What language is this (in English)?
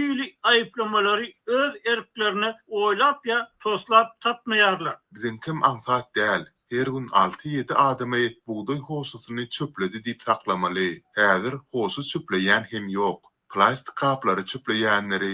Turkmen